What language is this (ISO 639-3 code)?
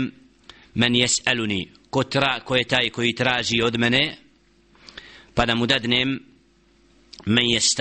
bos